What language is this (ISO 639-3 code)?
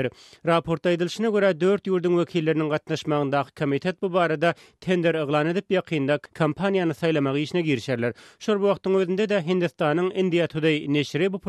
tuk